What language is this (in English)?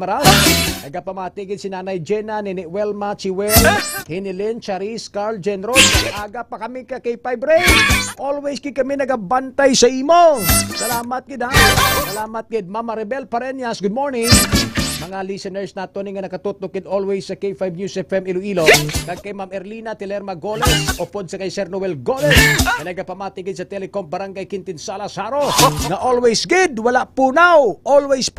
Hiligaynon